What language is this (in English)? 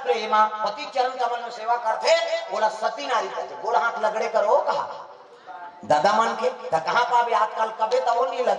Chhattisgarhi